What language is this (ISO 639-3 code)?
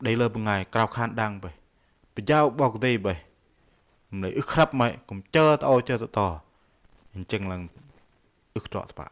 bdq